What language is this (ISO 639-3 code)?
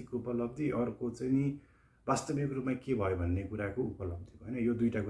nep